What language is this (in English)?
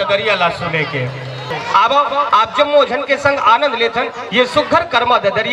Chhattisgarhi